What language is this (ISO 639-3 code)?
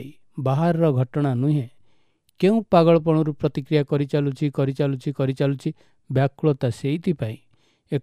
ori